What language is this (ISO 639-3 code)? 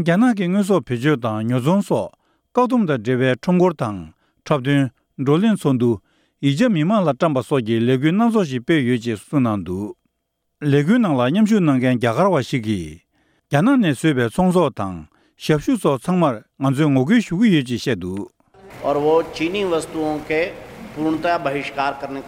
bod